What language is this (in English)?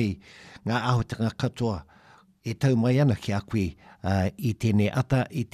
Māori